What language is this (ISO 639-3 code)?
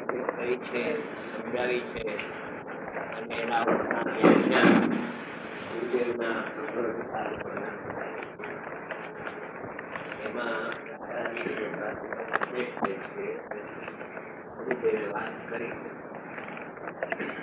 guj